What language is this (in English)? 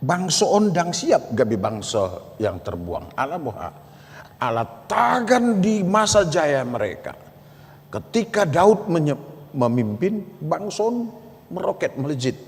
Batak Toba